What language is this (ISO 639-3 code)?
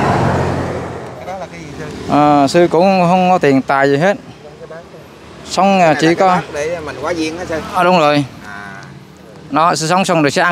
vie